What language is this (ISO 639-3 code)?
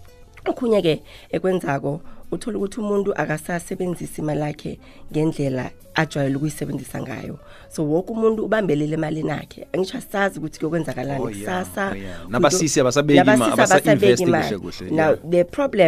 nbl